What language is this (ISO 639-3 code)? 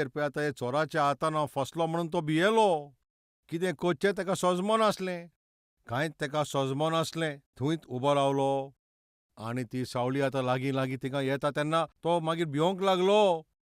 kok